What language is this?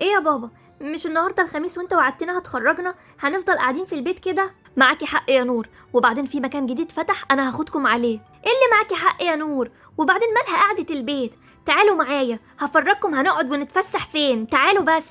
Egyptian Arabic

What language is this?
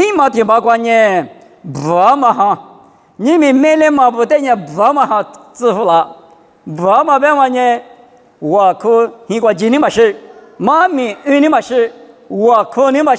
Lisu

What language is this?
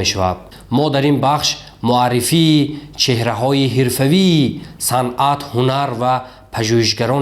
Tajik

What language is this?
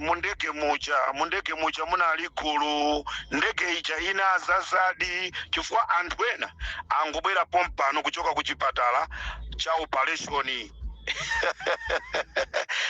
Nyanja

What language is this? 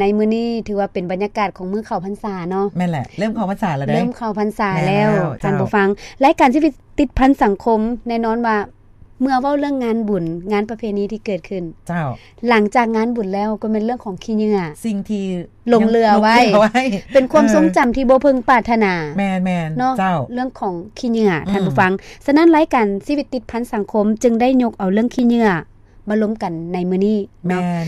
Lao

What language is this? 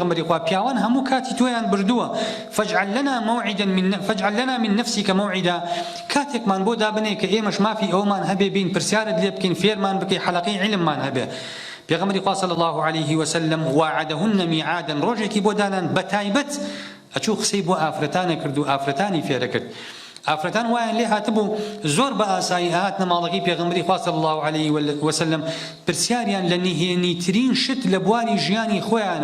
Central Kurdish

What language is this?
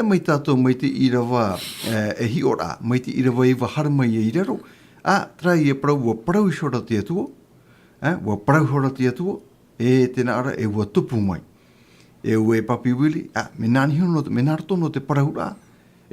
Tahitian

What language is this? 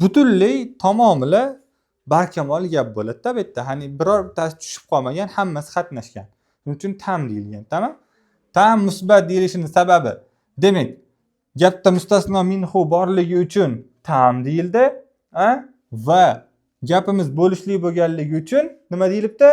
Uzbek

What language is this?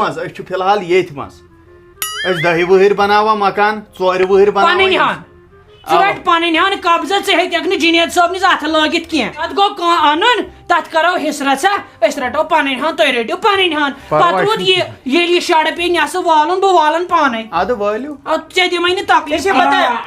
Kashmiri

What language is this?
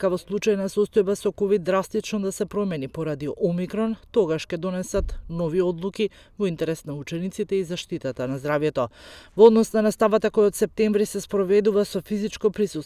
Macedonian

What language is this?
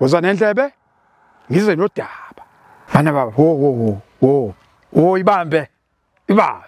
Zulu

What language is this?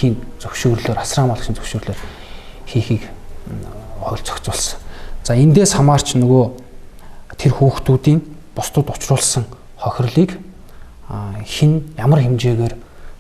Mongolian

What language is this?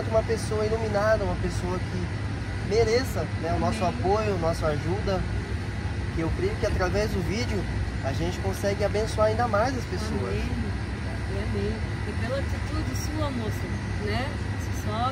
Portuguese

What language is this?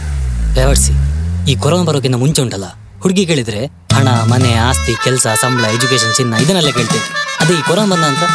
Kannada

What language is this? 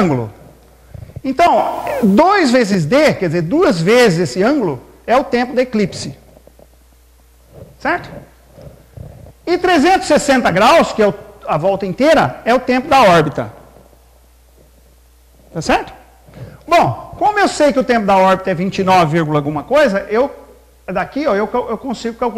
Portuguese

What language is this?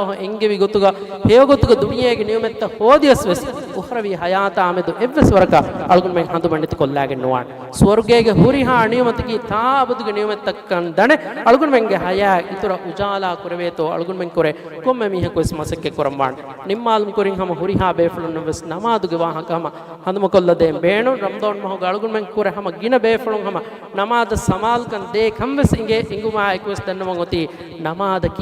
Divehi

